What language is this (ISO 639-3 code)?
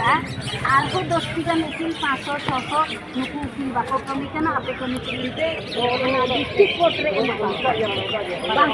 sat